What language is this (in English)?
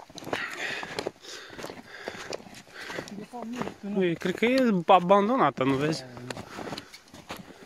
Romanian